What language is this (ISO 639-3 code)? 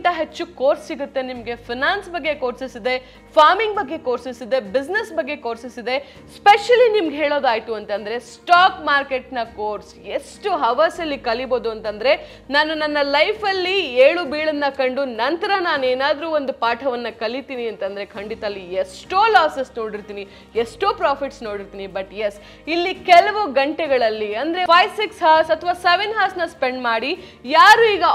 kan